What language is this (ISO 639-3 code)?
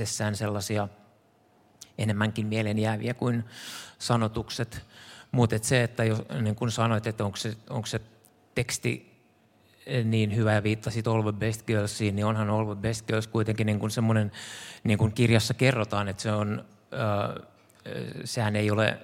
fin